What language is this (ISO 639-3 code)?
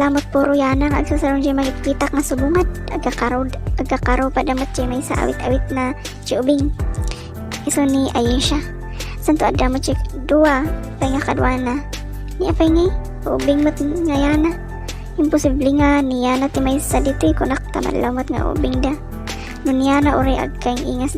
ilo